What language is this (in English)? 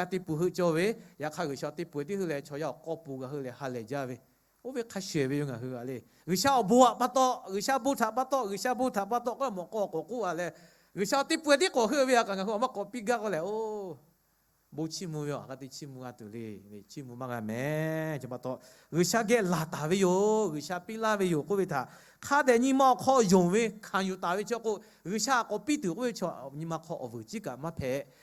Lahu